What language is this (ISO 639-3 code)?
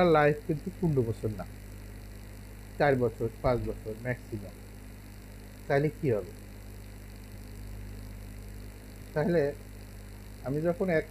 ben